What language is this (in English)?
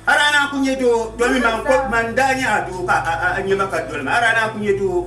Dagbani